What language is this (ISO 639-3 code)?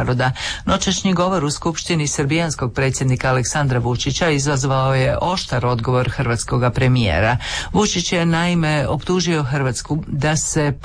hrv